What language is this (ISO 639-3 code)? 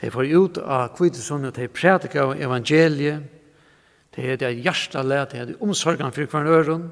fao